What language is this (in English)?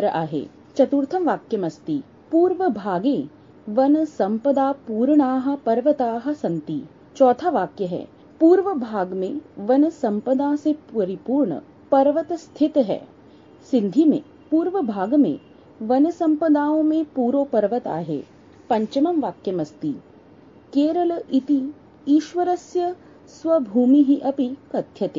Sanskrit